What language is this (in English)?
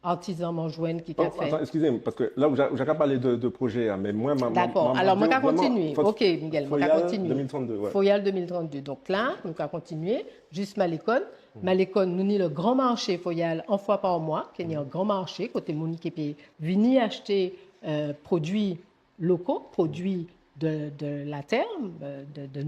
Guadeloupean Creole French